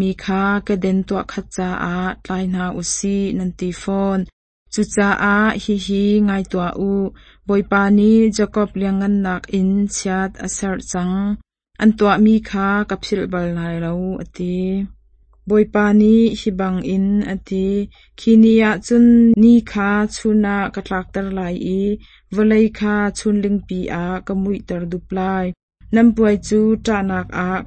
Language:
Hakha Chin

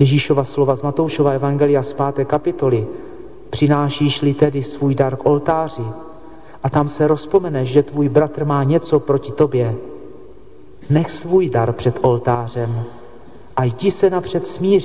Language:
Czech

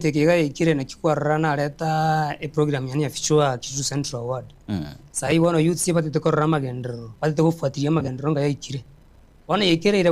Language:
Gusii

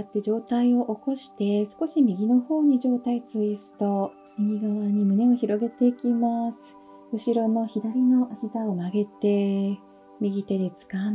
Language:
Japanese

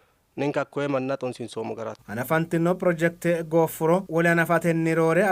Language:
Sidamo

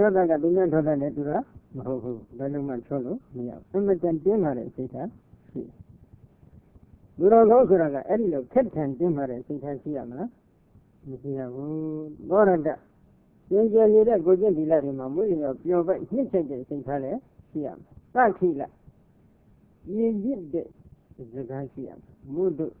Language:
Burmese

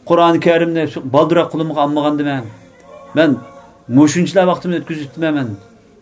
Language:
Uyghur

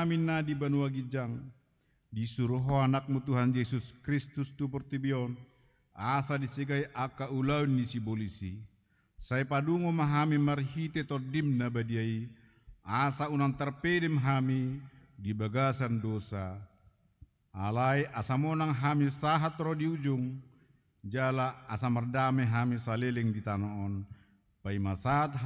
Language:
Batak Toba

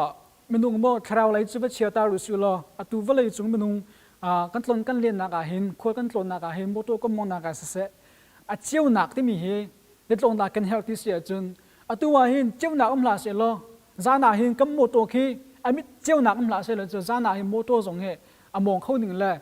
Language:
Hakha Chin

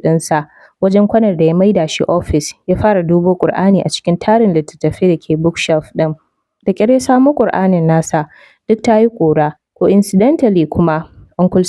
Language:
Hausa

